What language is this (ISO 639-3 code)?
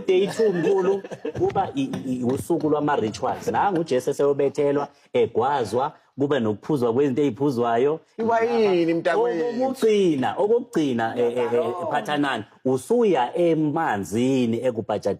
zul